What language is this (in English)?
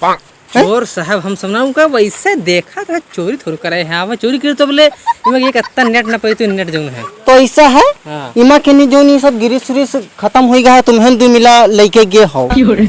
Awadhi